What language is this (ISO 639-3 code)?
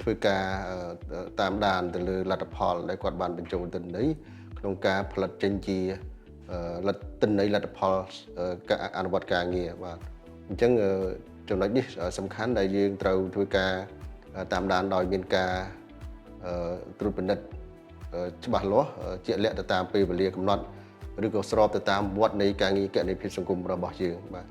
khm